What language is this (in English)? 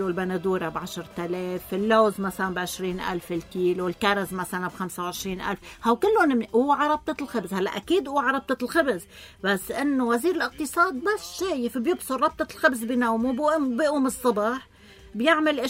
North Levantine Arabic